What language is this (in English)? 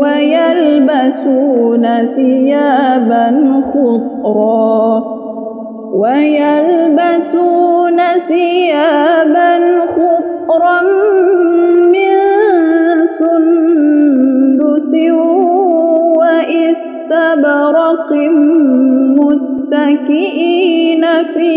Arabic